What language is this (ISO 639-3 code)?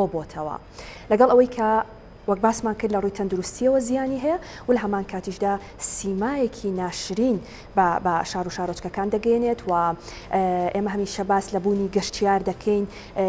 ckb